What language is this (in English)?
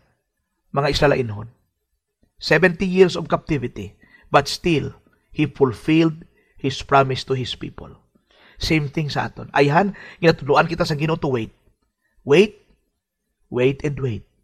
Hiligaynon